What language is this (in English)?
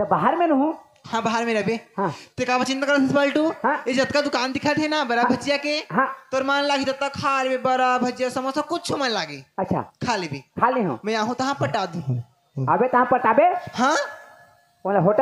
Chhattisgarhi